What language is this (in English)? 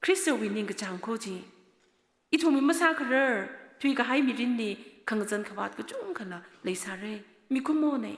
Tangkhul Naga (India)